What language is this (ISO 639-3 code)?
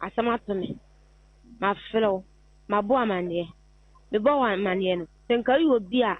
aka